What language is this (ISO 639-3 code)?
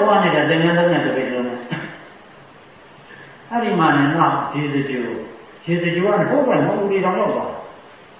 mya